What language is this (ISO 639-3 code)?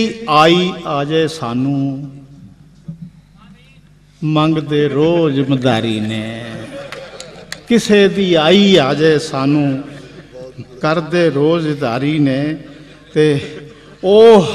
pan